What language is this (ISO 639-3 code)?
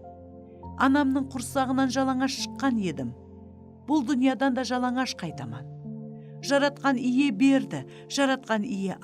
kaa